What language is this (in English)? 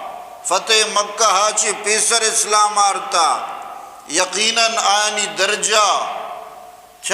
Eastern Balochi